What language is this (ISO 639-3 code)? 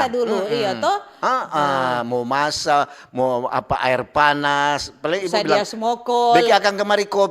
xmm